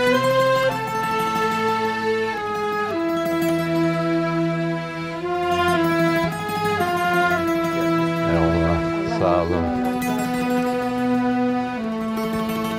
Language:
Turkish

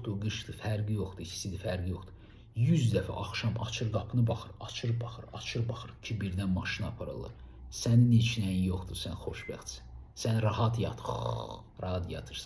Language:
Azerbaijani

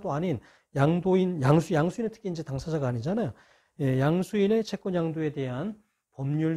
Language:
Korean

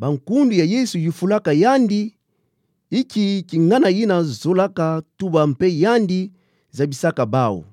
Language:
Kituba (Democratic Republic of Congo)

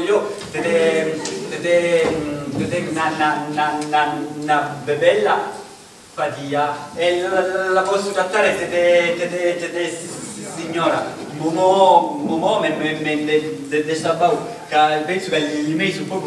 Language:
Italian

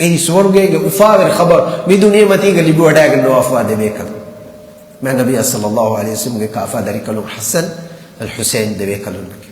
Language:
Divehi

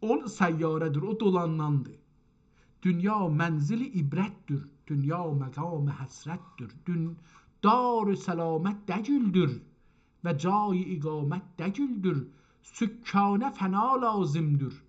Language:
South Azerbaijani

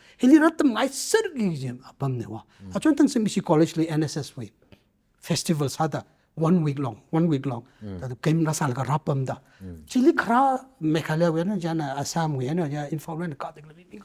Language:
Tangkhul Naga (India)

